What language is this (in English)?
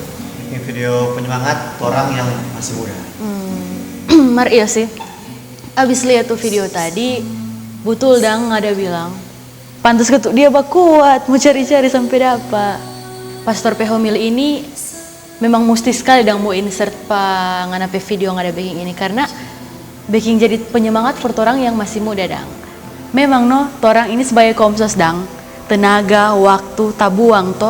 Manado Malay